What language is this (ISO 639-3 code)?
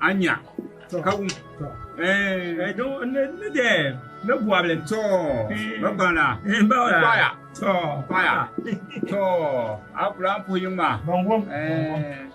dag